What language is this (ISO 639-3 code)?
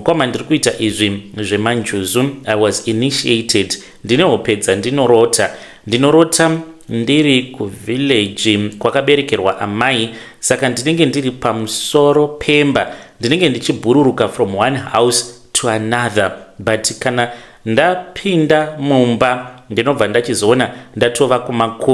sna